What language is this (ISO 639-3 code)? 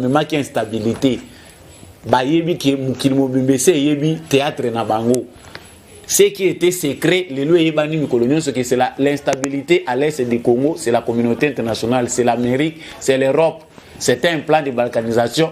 lin